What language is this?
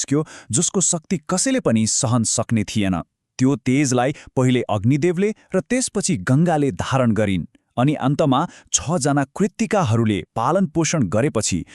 Nepali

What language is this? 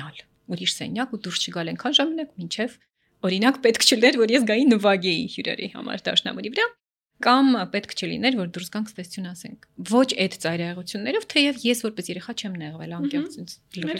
Armenian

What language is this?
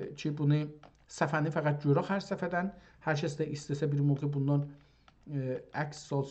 South Azerbaijani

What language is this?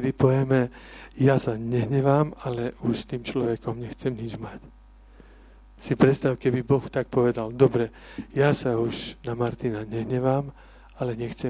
Slovak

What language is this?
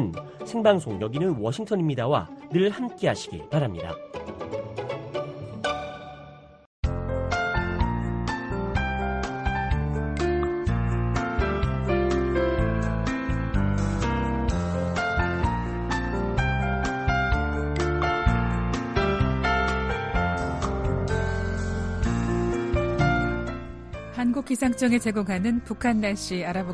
Korean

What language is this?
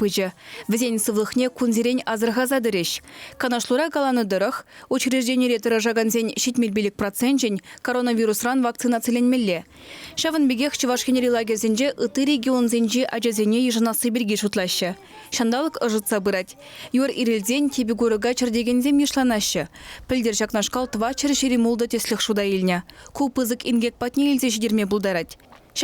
Chuvash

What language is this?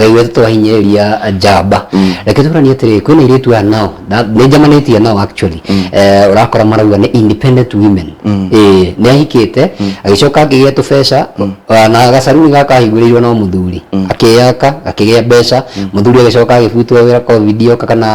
Kikuyu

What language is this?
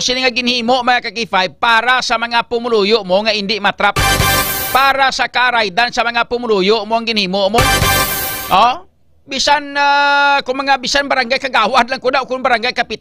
Hiligaynon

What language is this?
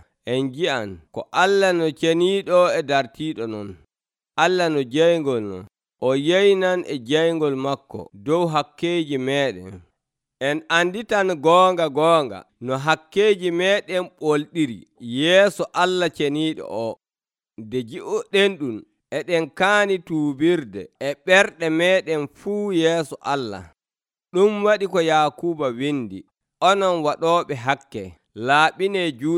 Nigerian Fulfulde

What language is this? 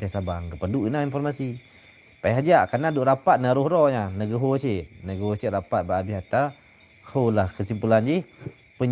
Achinese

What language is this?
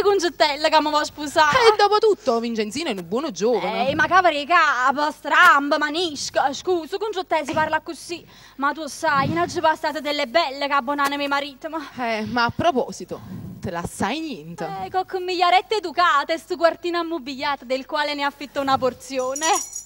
Neapolitan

